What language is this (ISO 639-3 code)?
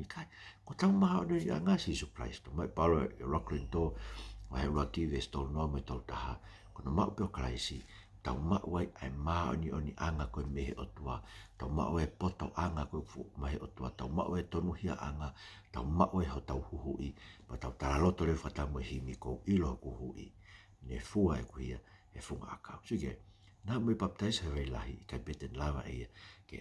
ton